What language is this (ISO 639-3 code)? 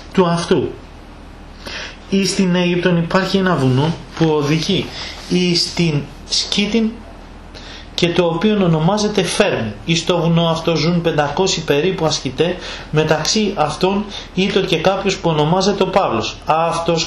ell